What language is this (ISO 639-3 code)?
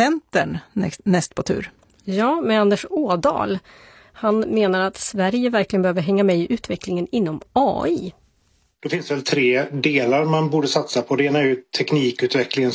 swe